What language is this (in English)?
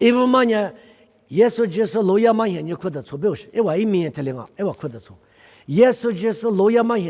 Lisu